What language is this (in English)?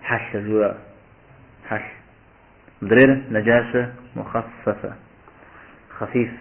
Kabardian